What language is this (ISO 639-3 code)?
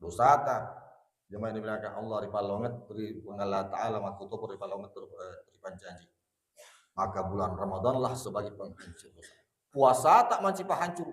bug